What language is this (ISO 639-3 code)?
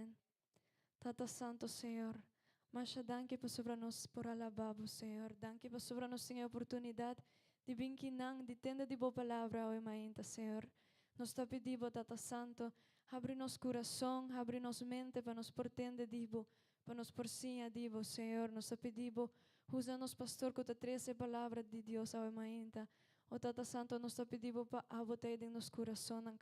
pap